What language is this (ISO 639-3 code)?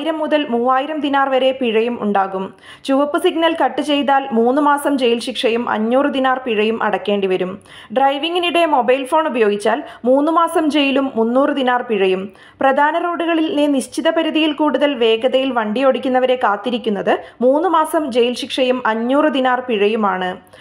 mal